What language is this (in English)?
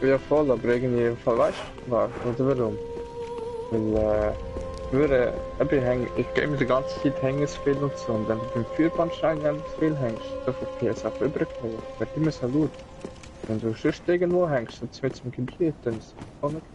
Swiss German